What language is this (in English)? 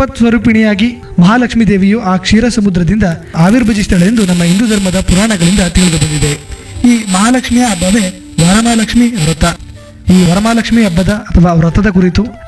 Kannada